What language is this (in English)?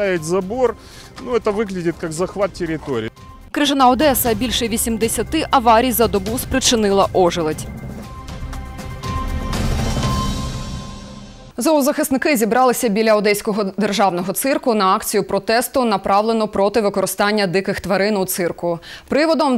Ukrainian